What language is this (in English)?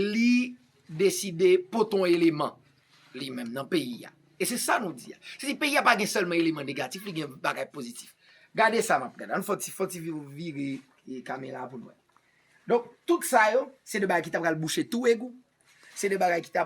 Haitian Creole